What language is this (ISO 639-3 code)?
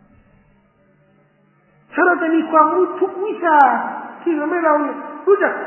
tha